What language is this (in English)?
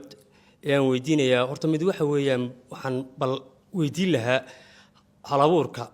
Somali